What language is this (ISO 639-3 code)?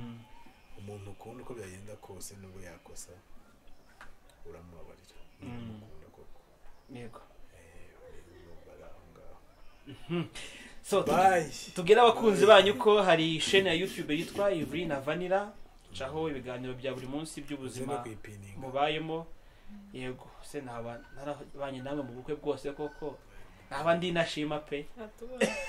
kin